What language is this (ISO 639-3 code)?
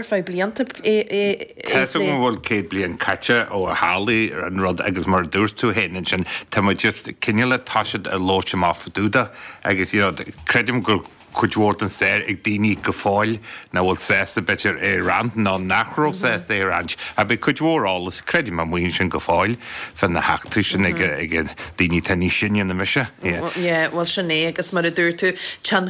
gle